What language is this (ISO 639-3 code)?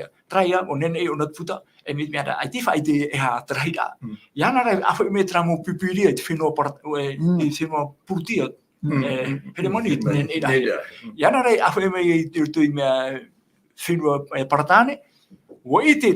tah